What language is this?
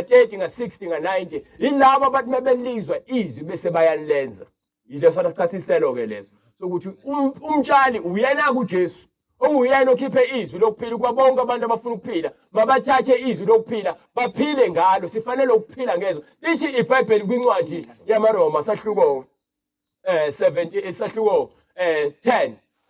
Zulu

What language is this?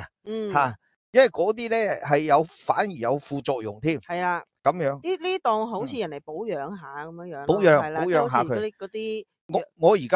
Cantonese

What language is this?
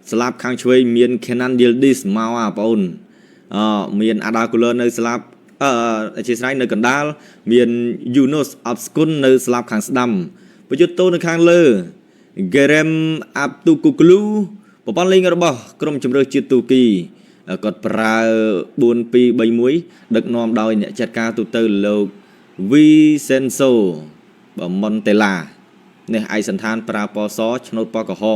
Khmer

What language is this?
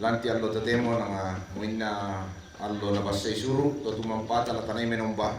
Toraja-Sa'dan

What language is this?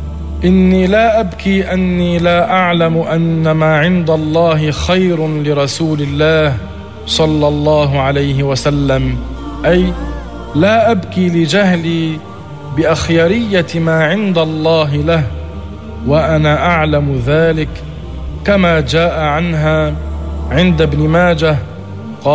Arabic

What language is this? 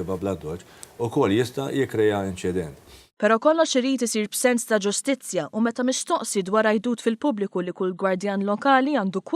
Maltese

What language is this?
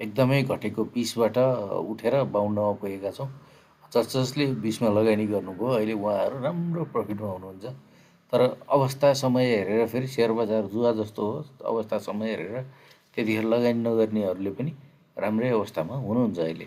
Nepali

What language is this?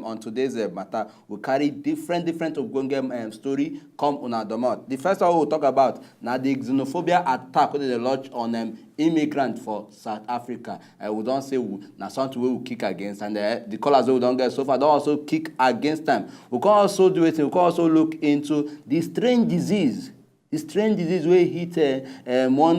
Nigerian Pidgin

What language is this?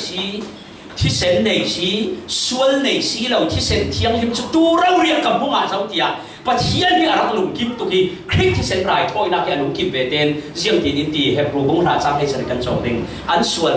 Falam Chin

